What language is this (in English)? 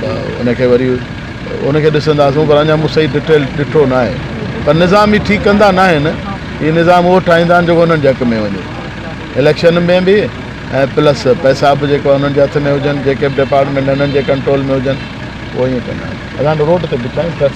Sindhi